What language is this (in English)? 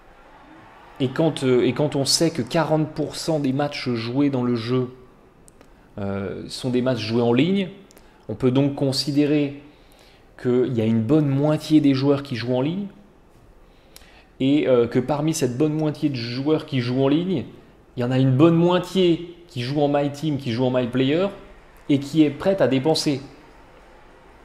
French